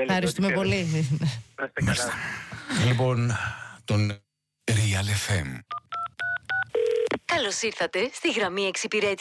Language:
Greek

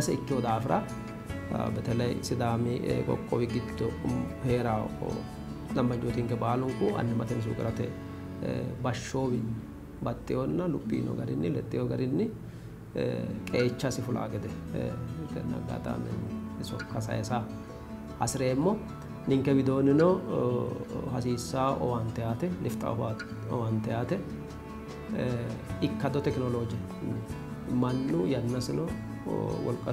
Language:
Sidamo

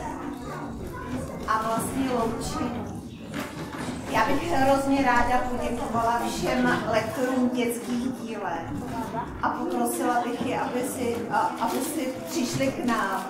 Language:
Czech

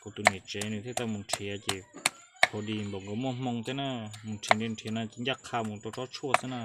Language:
Hmong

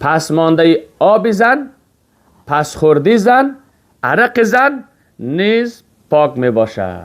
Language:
Persian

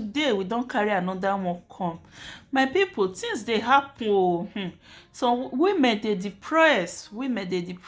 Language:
Nigerian Pidgin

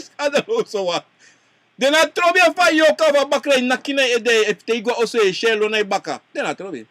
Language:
Sranan Tongo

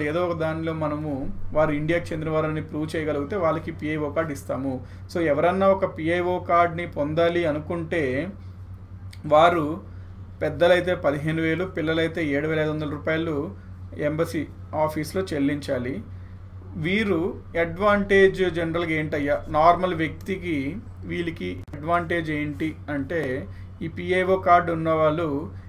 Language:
Telugu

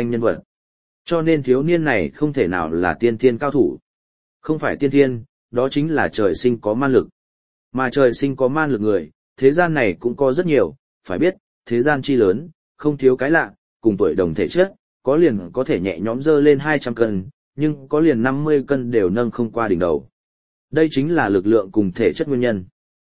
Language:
Vietnamese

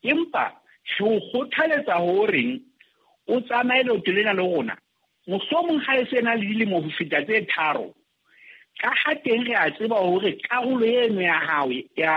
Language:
Southern Sotho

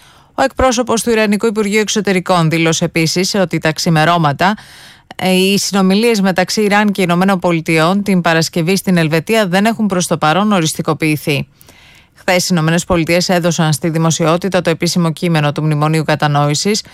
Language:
Greek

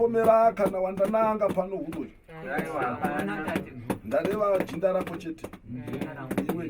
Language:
Shona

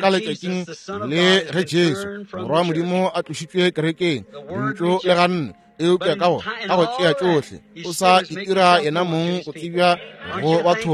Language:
Northern Sotho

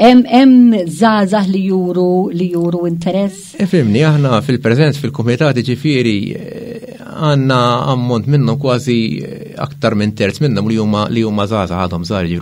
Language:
Maltese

